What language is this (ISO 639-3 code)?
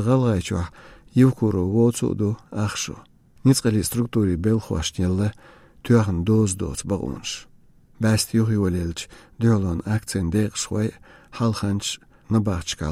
che